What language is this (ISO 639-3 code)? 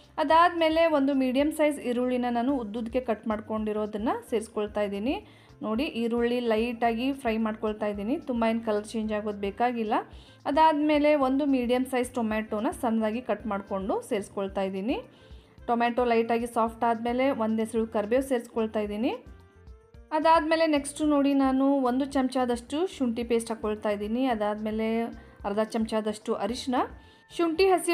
kan